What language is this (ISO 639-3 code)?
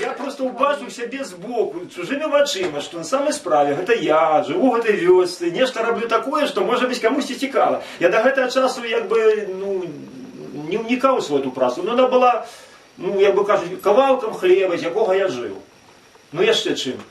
bel